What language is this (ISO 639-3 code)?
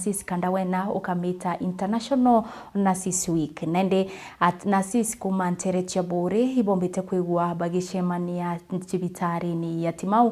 mer